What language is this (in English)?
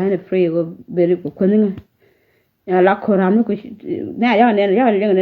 Nuer